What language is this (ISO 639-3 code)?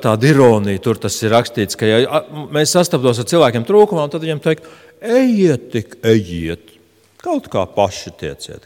lav